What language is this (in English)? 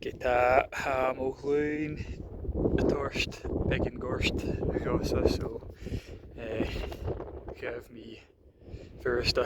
Scottish Gaelic